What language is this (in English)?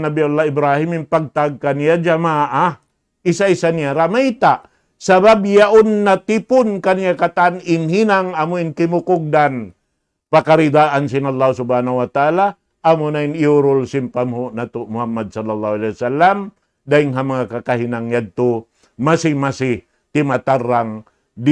Tausug